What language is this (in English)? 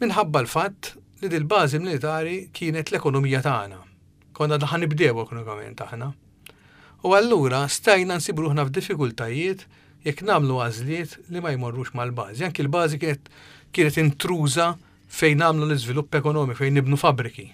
Maltese